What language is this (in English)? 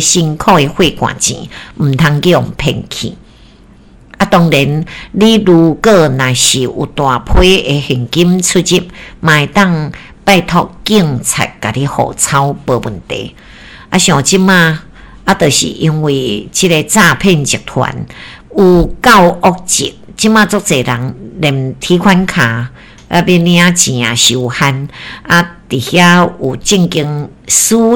Min Nan Chinese